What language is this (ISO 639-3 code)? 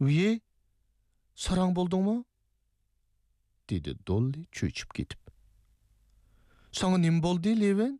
uig